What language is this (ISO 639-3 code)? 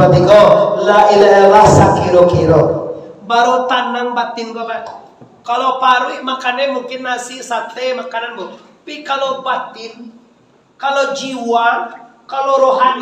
min